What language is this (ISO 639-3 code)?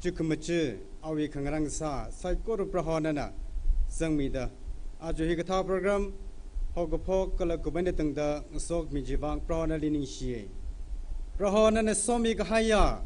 nmf